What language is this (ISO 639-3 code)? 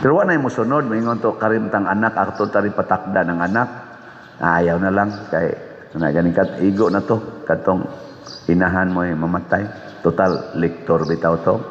ceb